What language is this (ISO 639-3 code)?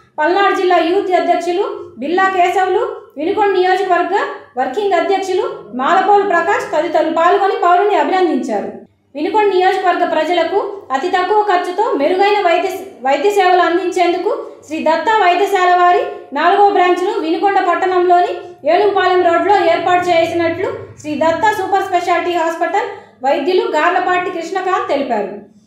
tel